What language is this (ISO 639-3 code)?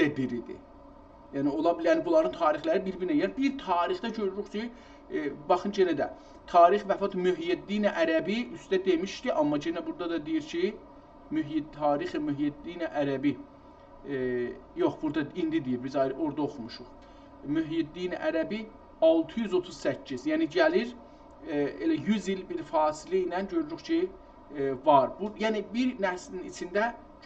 azb